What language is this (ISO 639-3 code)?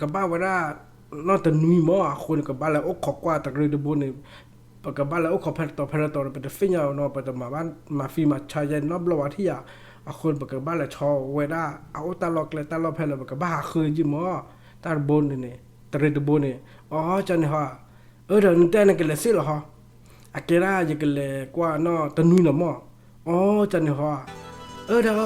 ksw